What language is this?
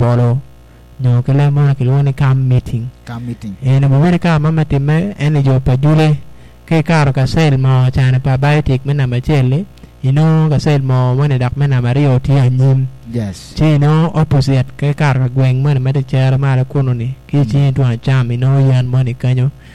Acoli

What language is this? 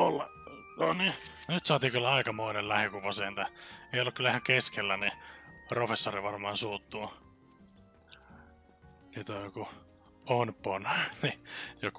Finnish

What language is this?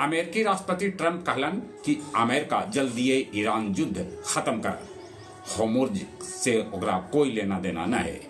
Magahi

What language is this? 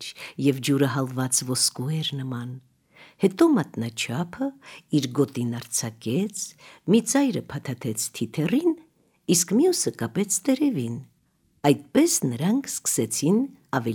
Armenian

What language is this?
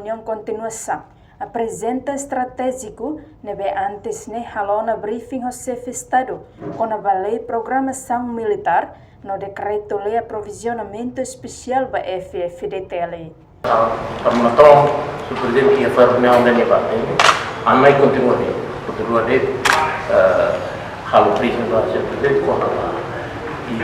Tetum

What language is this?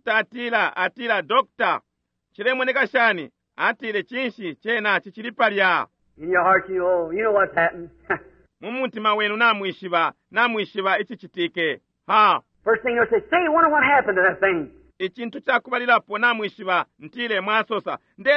Bemba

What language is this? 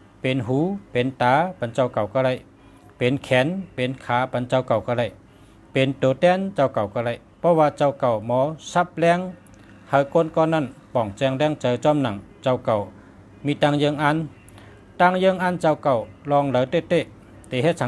Shan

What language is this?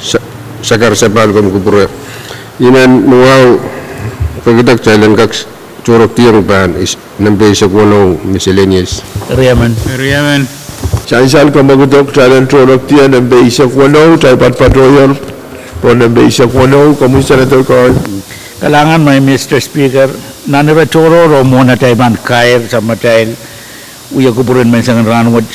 Pohnpeian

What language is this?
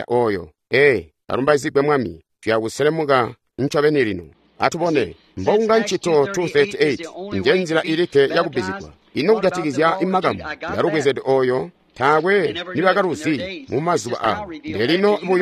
Tonga (Zambia)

